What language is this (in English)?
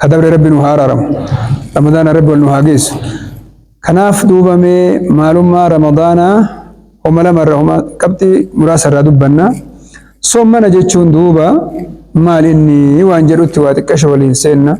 Oromo